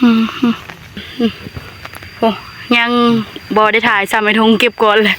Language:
Northeastern Thai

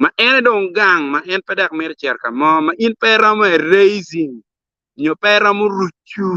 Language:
Acoli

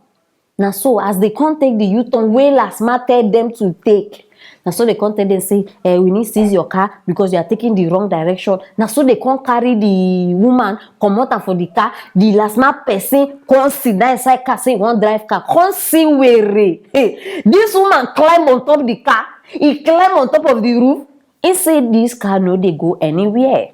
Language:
Nigerian Pidgin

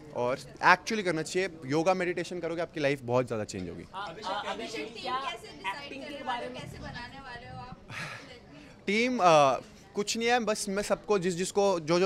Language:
Hindi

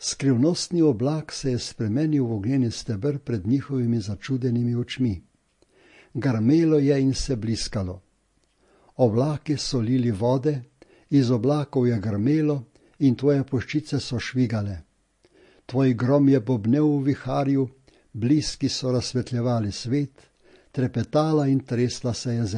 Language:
Slovenian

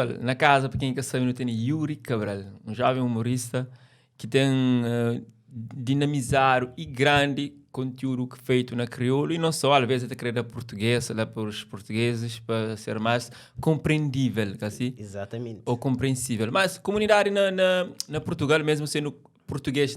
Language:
Kabuverdianu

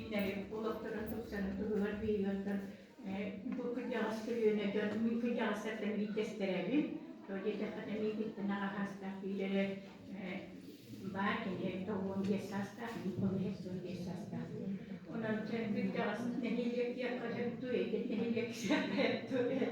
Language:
Yakut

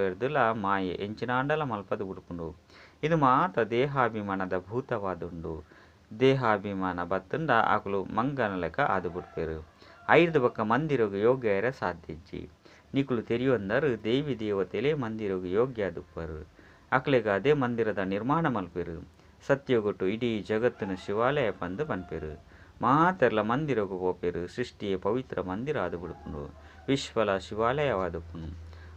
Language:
Tulu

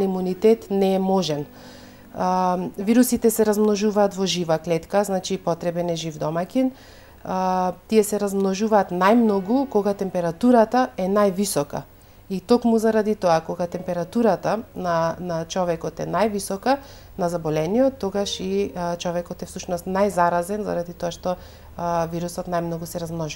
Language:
Macedonian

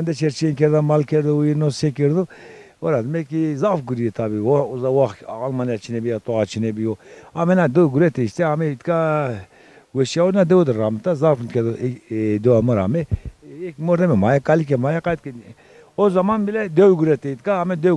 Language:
Zaza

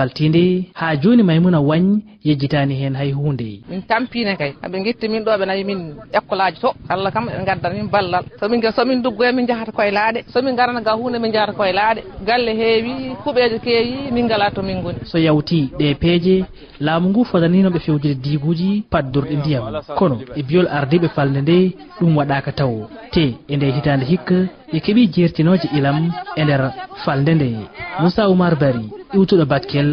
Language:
Fula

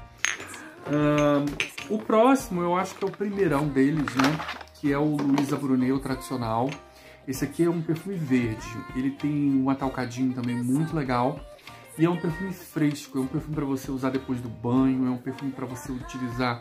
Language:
Portuguese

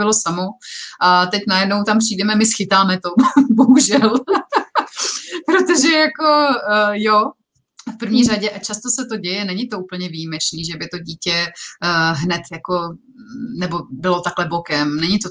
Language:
Czech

